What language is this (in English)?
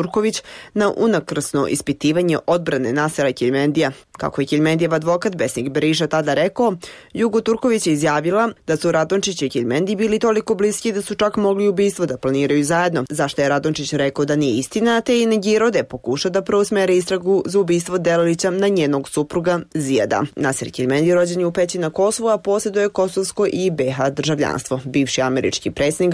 Serbian